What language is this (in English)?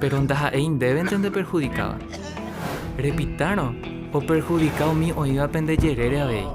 Guarani